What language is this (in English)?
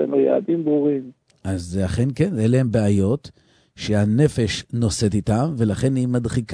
Hebrew